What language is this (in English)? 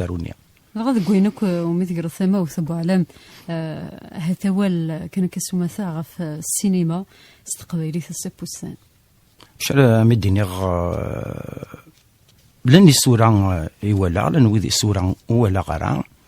Kabyle